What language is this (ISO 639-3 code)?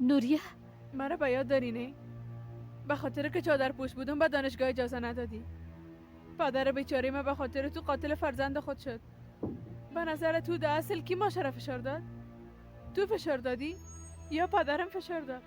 fas